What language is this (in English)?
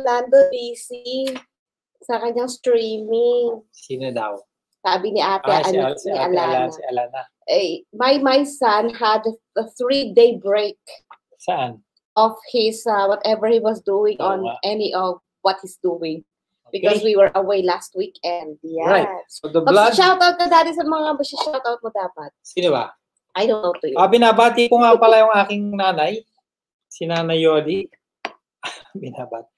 Filipino